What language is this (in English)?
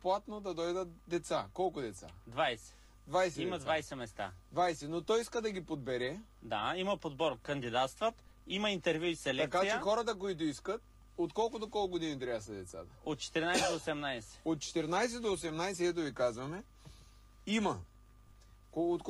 Bulgarian